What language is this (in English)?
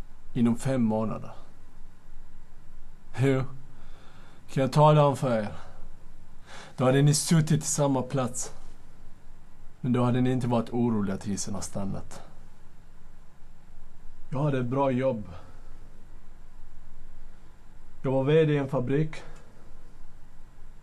Swedish